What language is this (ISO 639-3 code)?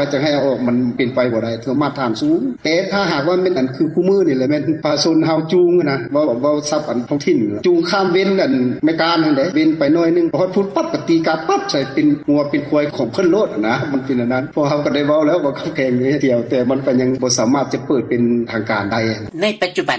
lao